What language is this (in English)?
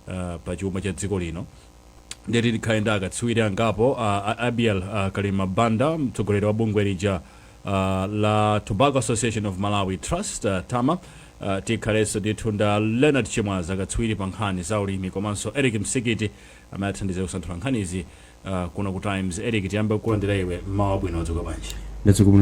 Nyanja